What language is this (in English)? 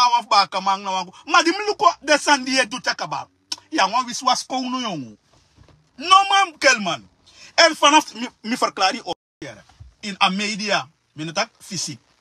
Sranan Tongo